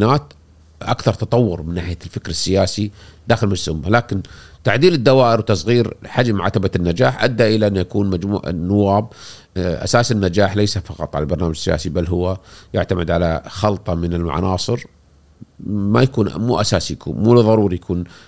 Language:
Gulf Arabic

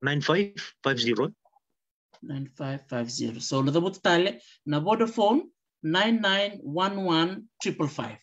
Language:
Fijian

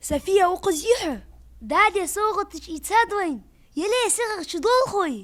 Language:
Ingush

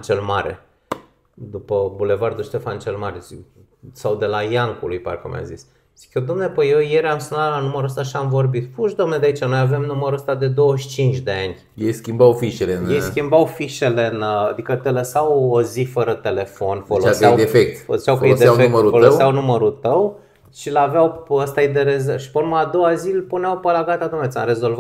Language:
Romanian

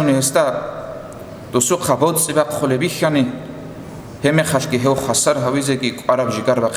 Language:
Avaric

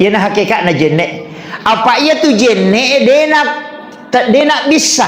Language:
Buginese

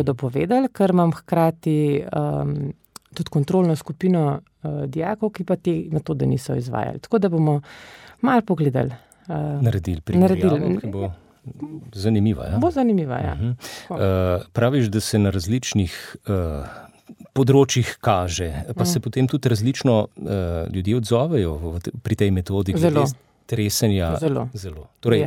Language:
Slovenian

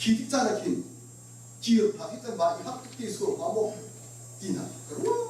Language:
Hakha Chin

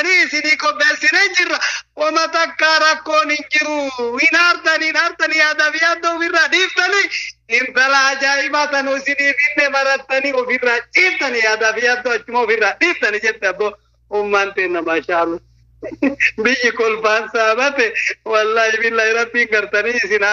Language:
Oromo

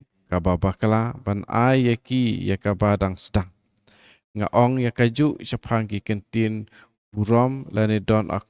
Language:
Khasi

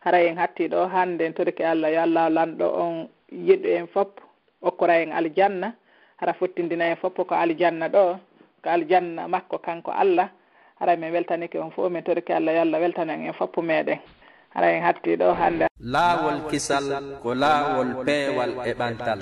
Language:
Fula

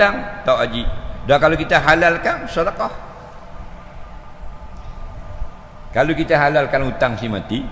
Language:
Malay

